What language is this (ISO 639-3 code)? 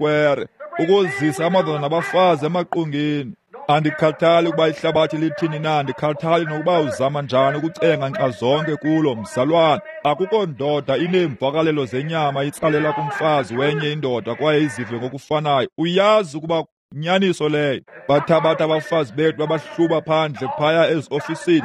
xho